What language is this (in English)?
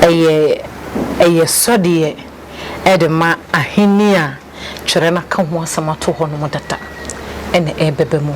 Akan